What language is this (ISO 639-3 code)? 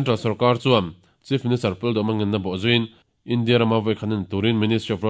lus